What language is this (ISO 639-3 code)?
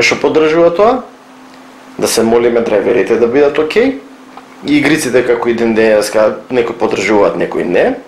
mkd